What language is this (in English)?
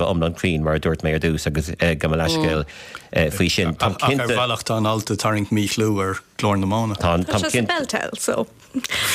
Irish